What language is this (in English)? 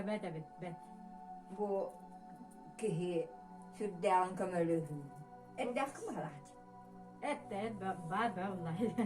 Yakut